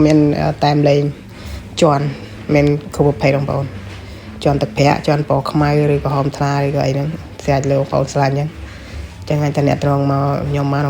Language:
Khmer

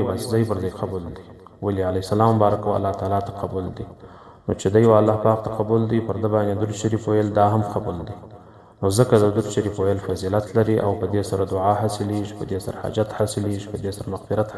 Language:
Pashto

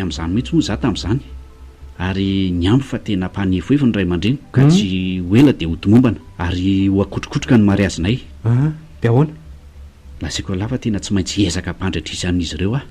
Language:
Malagasy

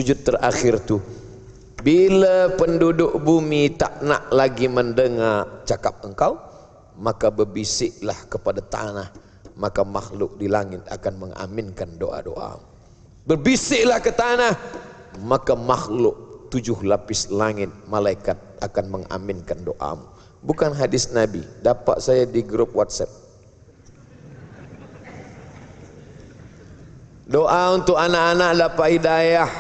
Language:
Malay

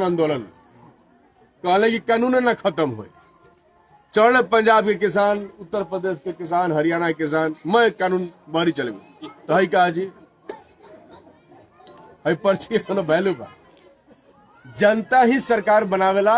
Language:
Bhojpuri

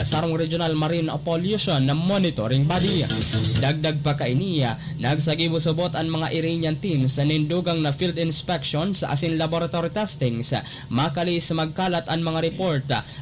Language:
Bikol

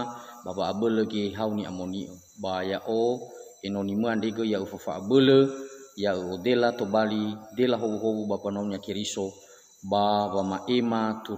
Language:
Nias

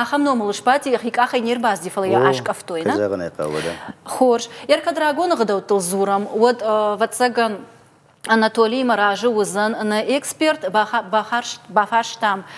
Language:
Ossetic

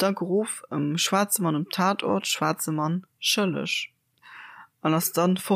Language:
Luxembourgish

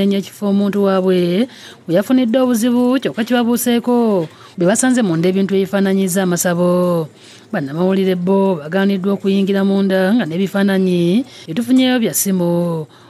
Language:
Ganda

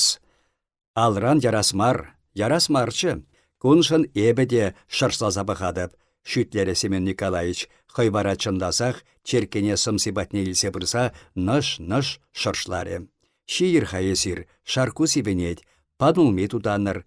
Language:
Chuvash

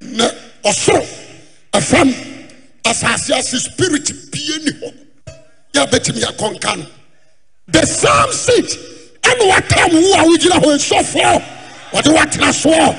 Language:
Akan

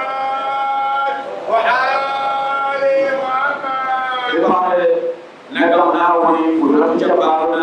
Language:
Dagbani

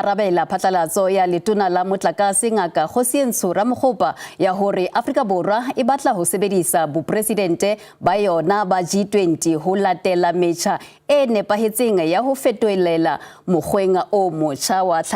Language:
Southern Sotho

